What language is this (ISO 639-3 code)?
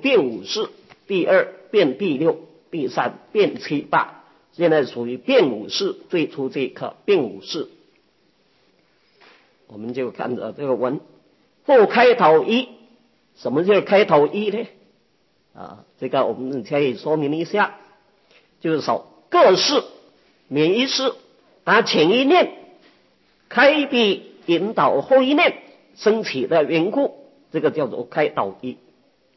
zho